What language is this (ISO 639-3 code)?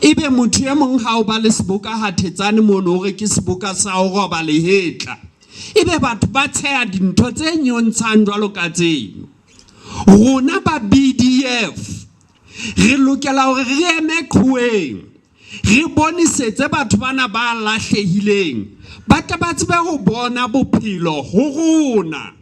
sot